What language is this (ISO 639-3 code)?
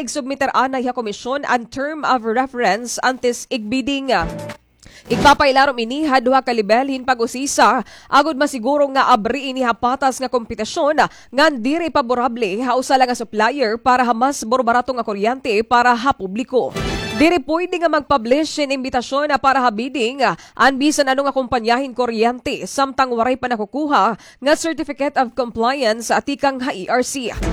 war